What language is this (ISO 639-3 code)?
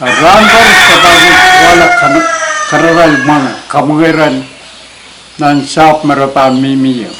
pon